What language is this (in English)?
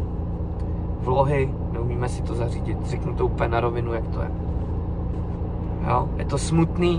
Czech